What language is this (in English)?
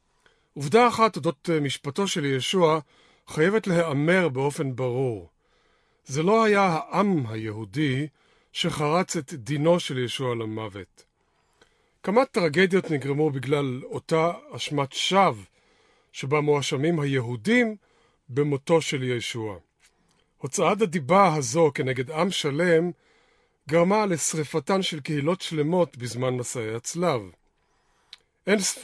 Hebrew